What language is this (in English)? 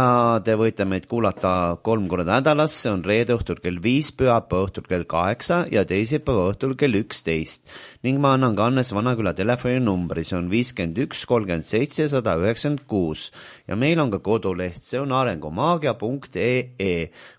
Estonian